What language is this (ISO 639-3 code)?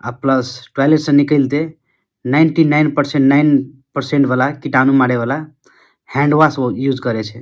mai